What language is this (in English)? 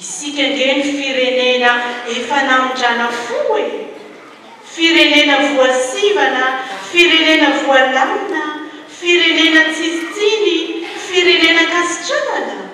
Malagasy